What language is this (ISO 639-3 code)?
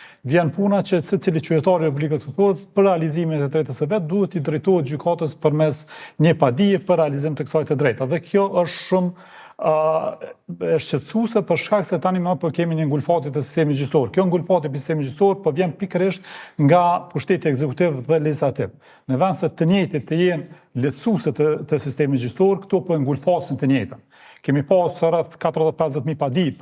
sqi